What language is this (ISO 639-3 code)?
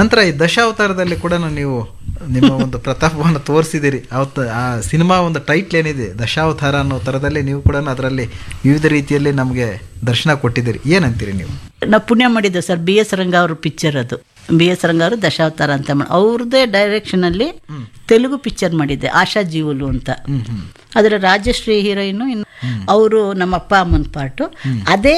kan